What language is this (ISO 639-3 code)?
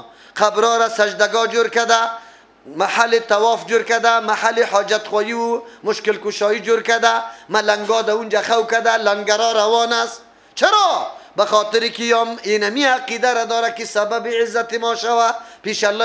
fas